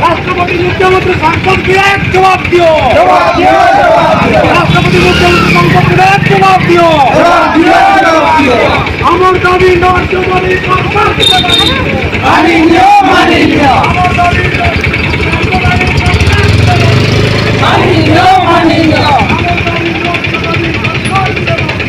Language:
Santali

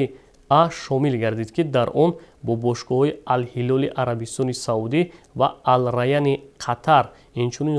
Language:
Tajik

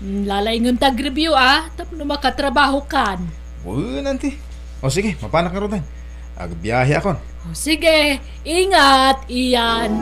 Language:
Iloko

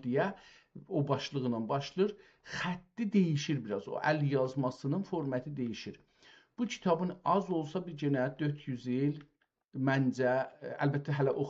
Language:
South Azerbaijani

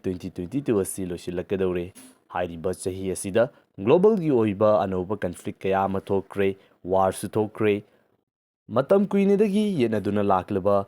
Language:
Manipuri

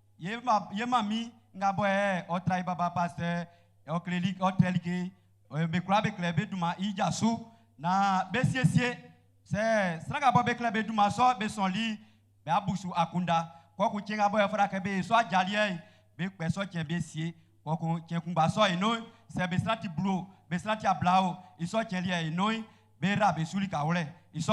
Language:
Baoulé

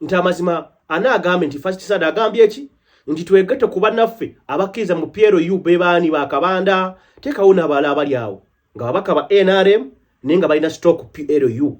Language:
Ganda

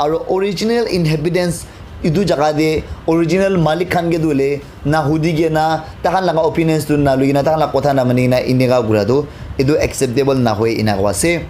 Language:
Naga Pidgin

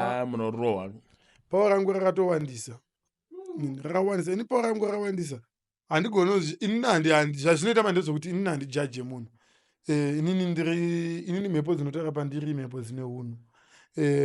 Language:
Shona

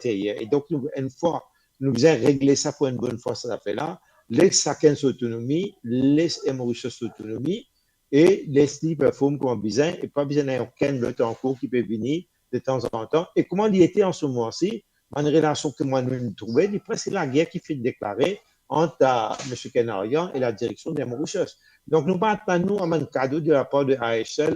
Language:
Morisyen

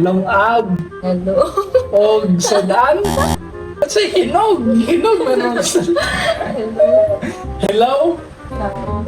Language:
Cebuano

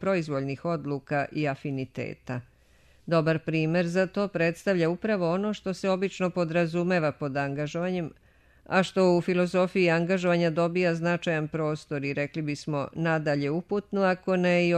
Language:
Serbian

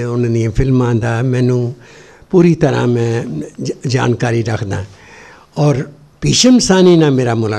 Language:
Punjabi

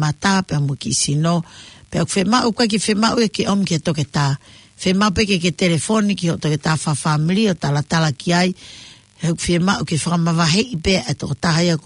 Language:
Tongan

